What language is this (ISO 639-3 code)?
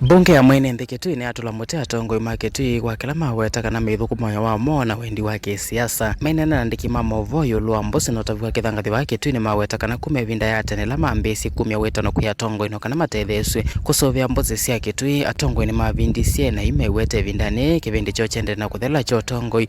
kam